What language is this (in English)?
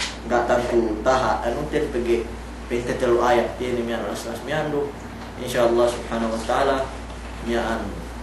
Yakan